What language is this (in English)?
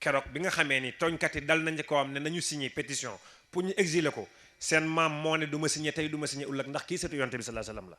Wolof